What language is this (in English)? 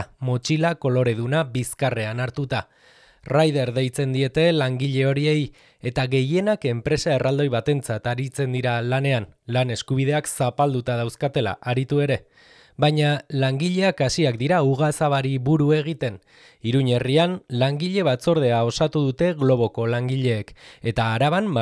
Basque